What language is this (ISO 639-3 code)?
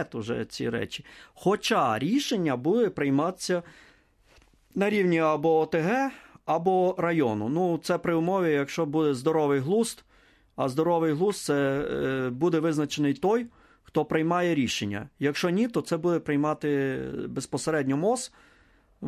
ukr